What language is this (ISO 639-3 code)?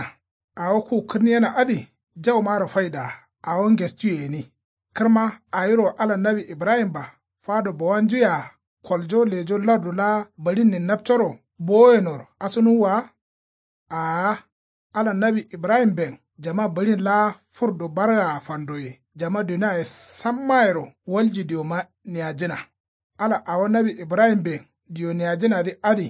kau